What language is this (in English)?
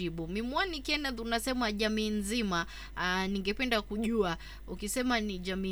Swahili